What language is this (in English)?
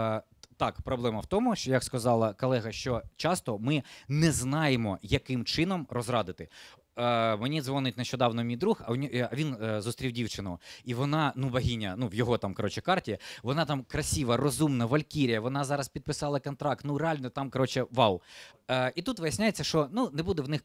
Ukrainian